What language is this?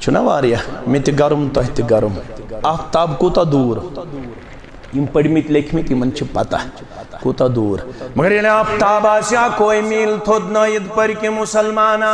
Kashmiri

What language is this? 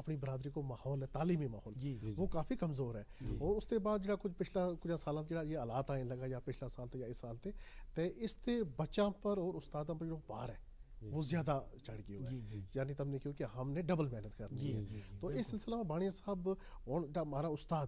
Gujari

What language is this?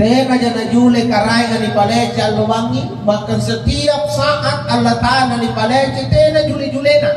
Makasar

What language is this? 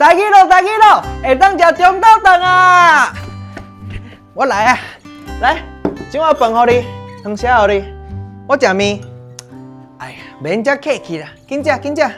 Min Nan Chinese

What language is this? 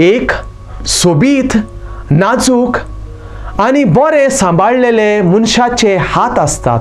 Konkani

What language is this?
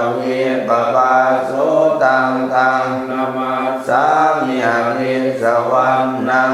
Pali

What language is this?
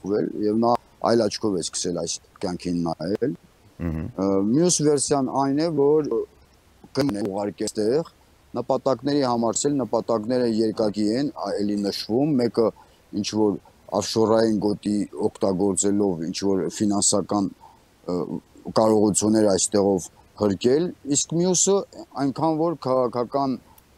Armenian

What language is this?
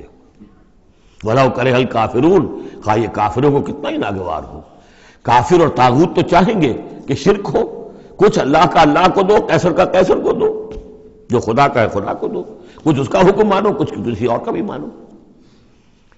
Urdu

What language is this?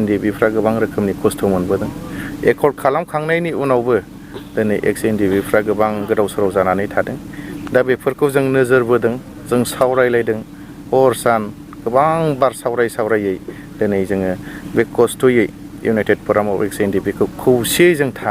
Bodo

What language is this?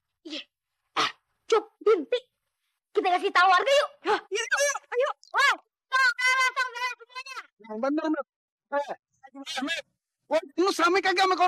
Betawi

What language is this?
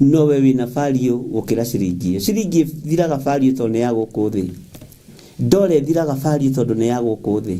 Kikuyu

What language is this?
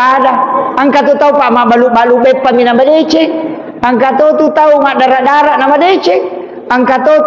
Buginese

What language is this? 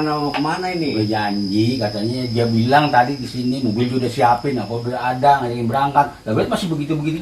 Betawi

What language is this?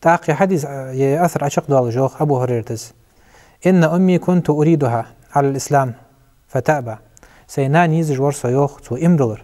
Ingush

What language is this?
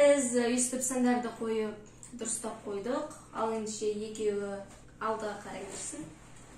Kazakh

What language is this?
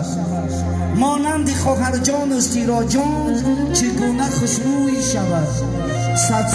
Tajik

